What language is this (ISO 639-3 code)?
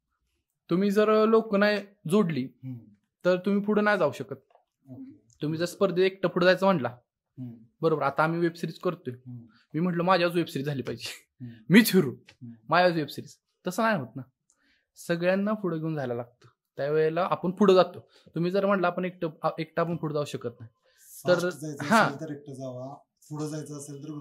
mar